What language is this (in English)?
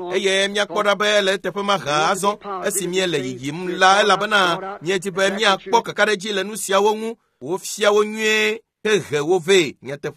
Ewe